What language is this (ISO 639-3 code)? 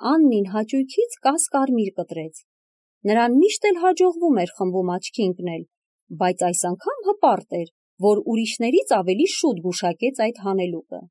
hye